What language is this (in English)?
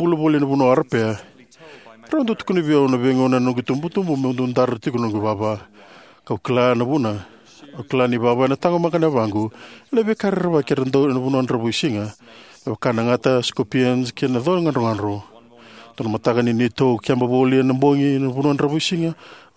Fijian